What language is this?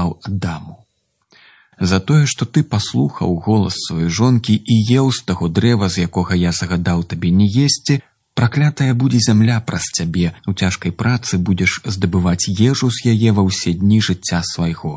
Belarusian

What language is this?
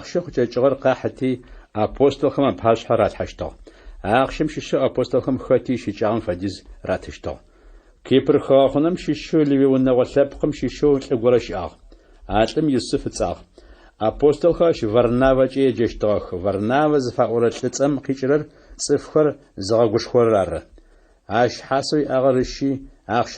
Adyghe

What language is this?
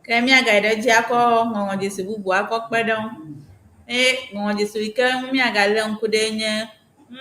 Ewe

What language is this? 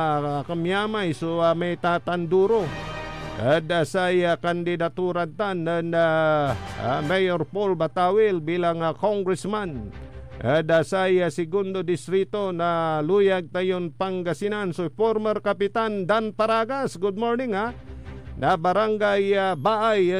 Pangasinan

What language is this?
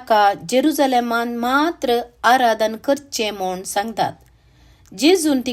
Konkani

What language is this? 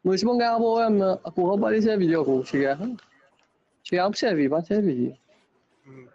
Morisyen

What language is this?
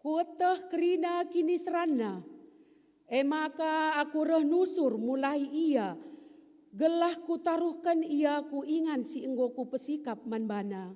Batak Karo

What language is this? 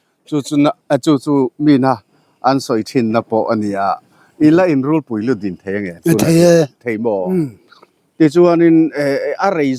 Mizo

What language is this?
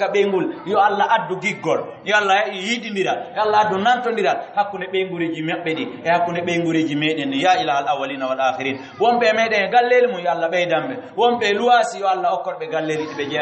Fula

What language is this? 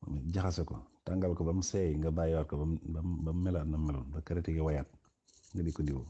Wolof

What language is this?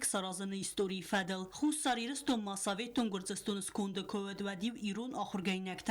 Ossetic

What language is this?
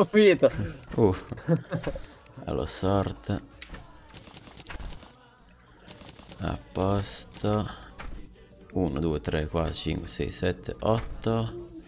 Italian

